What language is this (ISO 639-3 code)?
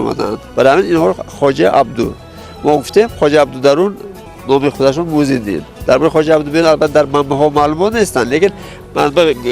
tgk